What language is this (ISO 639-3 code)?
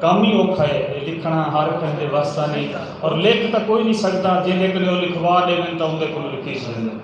skr